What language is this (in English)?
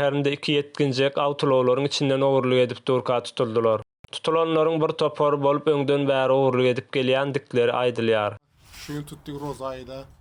Turkmen